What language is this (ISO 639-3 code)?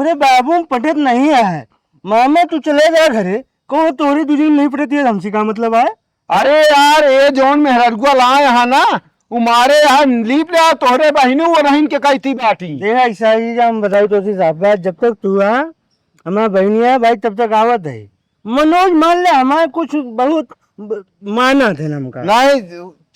awa